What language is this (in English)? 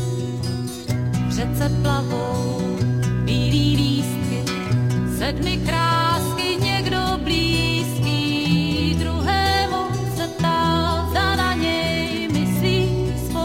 Czech